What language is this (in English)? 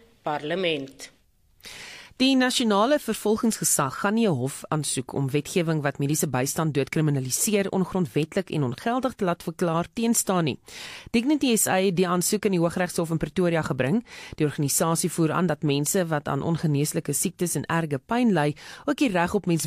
Afrikaans